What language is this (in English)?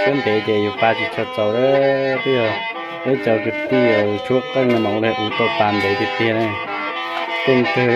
Hmong